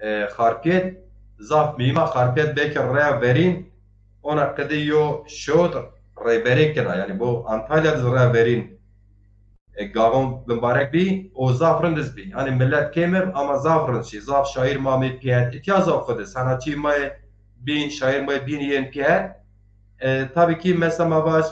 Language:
Zaza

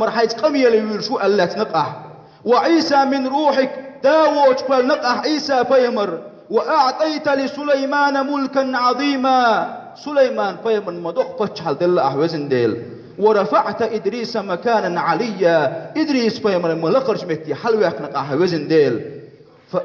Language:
Chechen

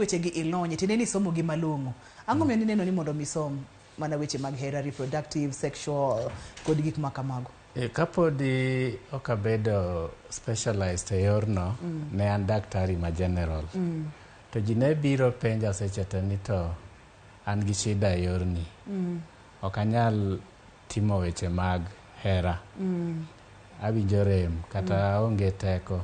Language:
Luo (Kenya and Tanzania)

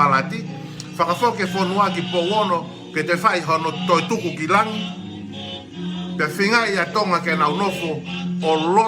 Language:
Tongan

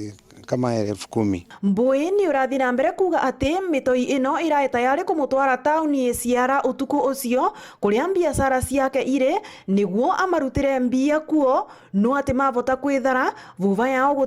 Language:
Meru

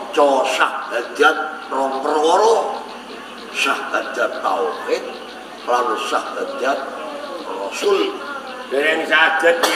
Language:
Javanese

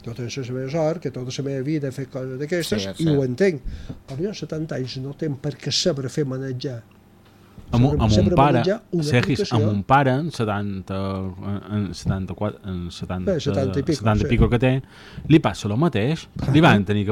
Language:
Catalan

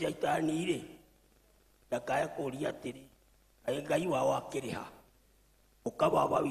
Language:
Kikuyu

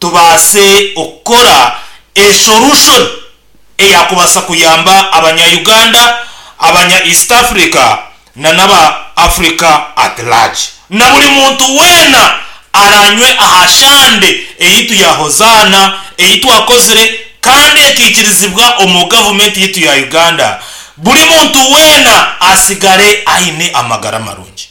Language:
Nyankole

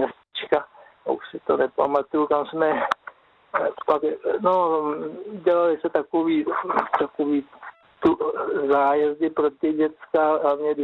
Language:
Czech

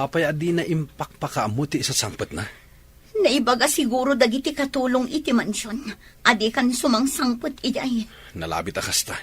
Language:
Iloko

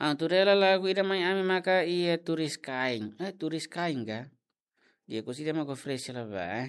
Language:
Tetum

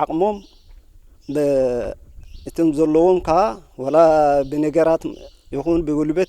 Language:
Tigrinya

